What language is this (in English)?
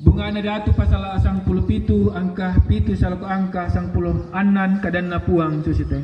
Toraja-Sa'dan